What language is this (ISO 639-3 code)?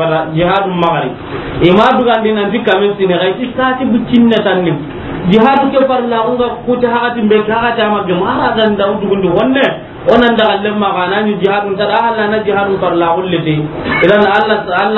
snk